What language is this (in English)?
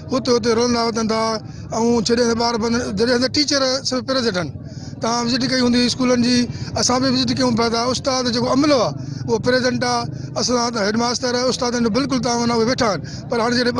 Sindhi